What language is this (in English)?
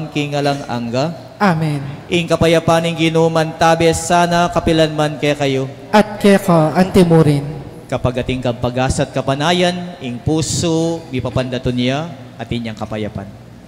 Pampanga